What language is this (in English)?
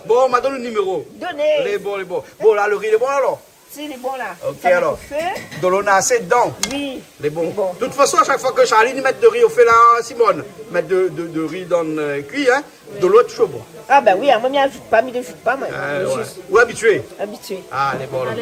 Réunion Creole French